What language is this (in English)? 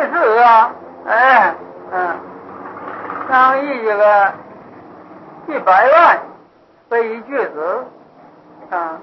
Chinese